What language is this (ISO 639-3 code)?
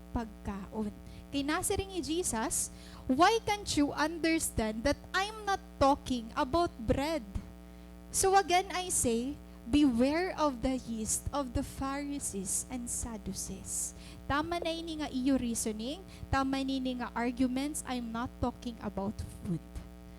war